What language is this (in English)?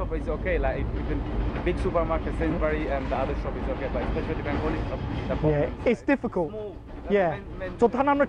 Sylheti